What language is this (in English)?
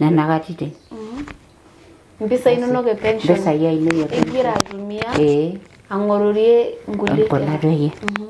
Masai